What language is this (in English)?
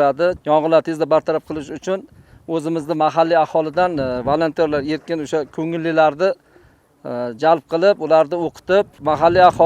Uzbek